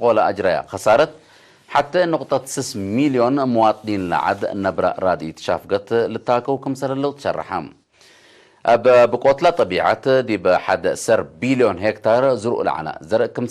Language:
Tigre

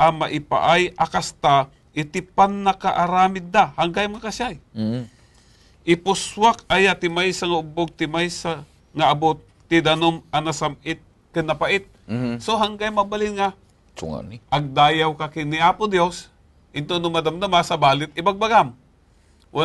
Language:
Iloko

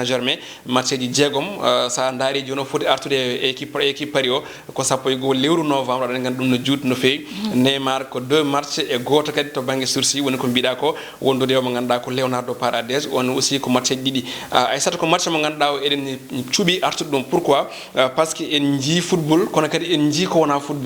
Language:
Fula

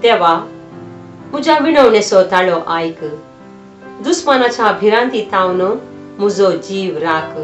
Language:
Konkani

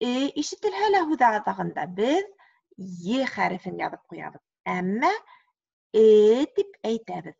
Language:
Bashkir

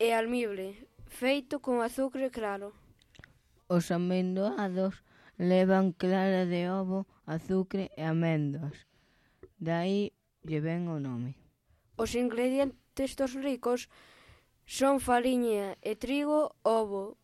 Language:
Galician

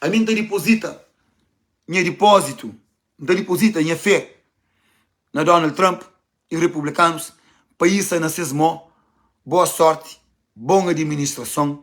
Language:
Kabuverdianu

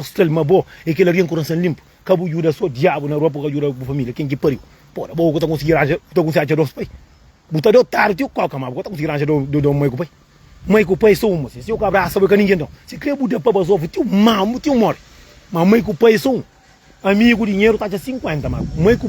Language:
Kabuverdianu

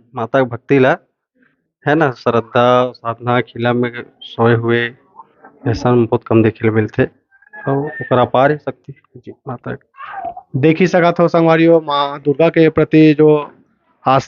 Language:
Chhattisgarhi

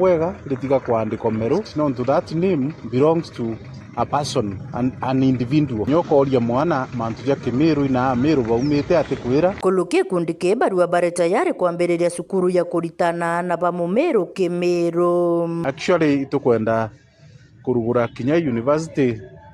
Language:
Meru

